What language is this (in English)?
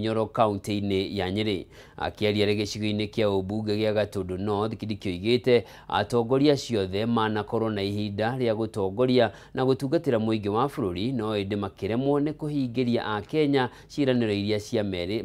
Kikuyu